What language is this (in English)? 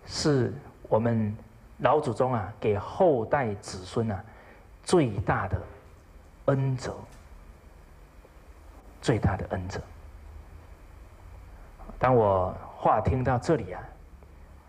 Chinese